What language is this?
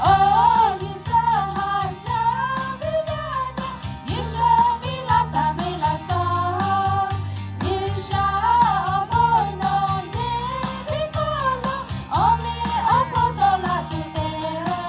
Lahu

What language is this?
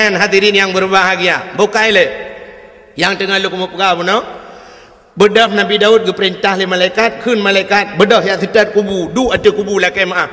Achinese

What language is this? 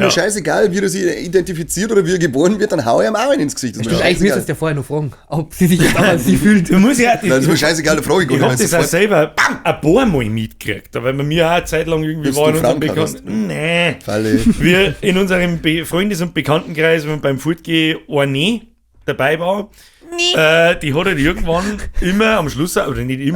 Bavarian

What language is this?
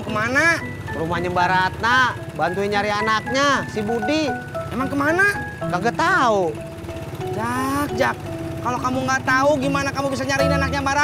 Betawi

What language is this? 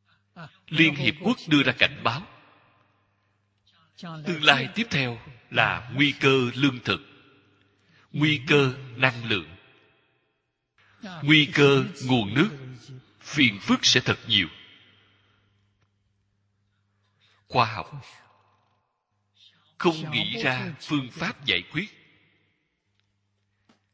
Vietnamese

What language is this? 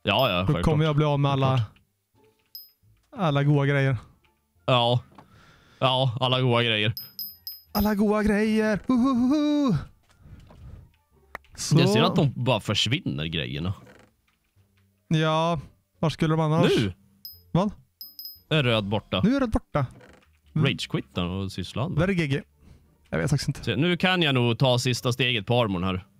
Swedish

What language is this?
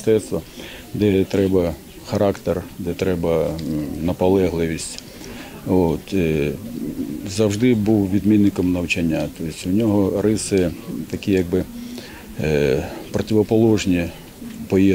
Ukrainian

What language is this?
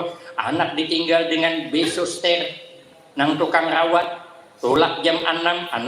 Banjar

